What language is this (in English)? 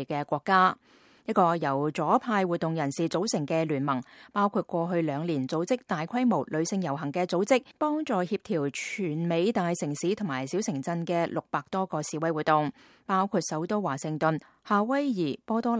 Cantonese